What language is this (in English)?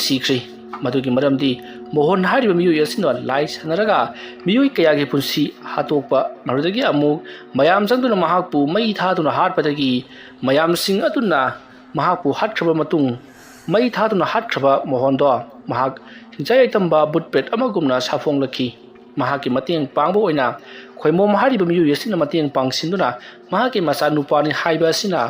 Manipuri